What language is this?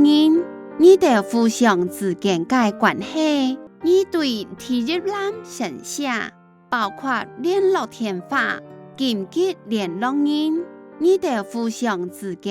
Hakka Chinese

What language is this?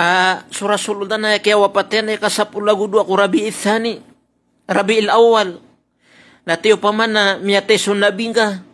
Maranao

